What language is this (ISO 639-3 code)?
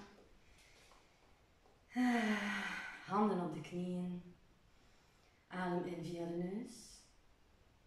nld